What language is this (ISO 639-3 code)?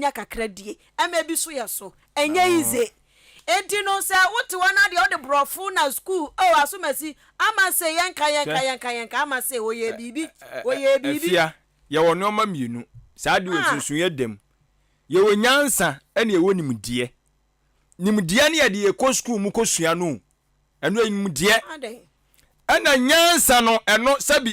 aka